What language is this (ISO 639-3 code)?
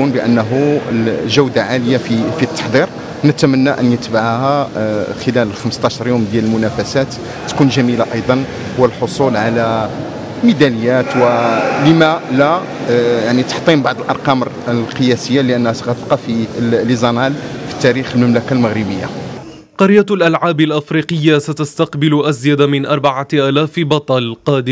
ara